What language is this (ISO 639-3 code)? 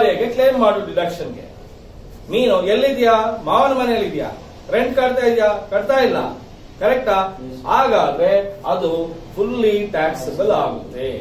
kan